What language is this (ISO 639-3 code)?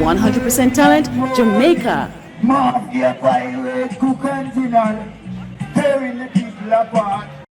jam